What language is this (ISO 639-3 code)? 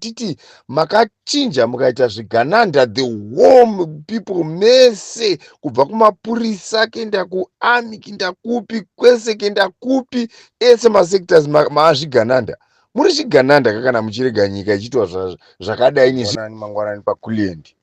sna